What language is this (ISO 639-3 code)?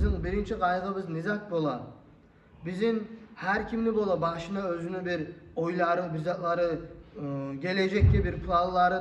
kum